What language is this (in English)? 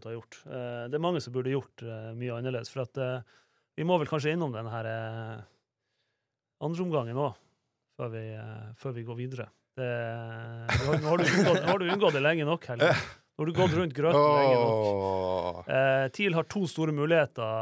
Norwegian